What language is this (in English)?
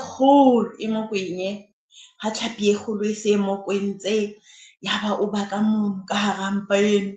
Southern Sotho